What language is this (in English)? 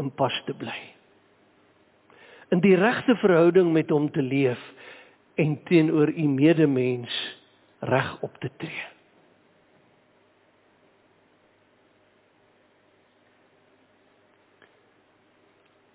Afrikaans